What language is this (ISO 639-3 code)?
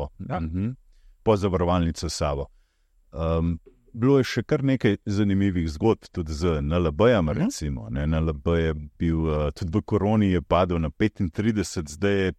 slv